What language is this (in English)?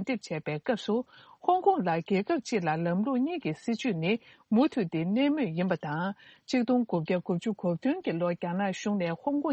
Tibetan